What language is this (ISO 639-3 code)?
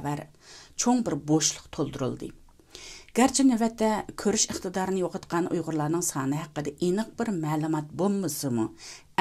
uig